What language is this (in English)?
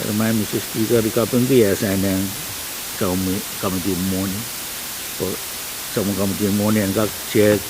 Pohnpeian